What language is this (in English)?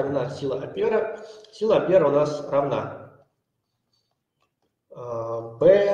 Russian